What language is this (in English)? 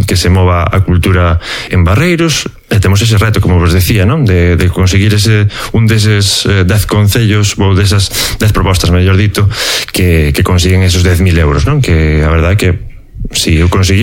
Galician